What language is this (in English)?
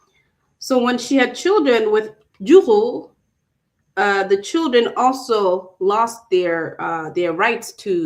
Acoli